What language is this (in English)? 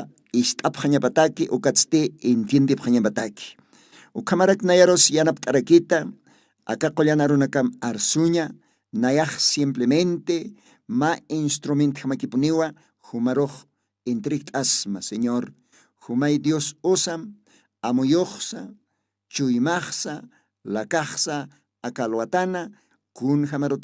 Aymara